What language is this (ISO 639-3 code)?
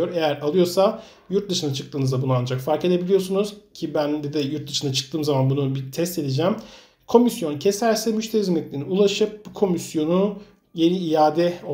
tur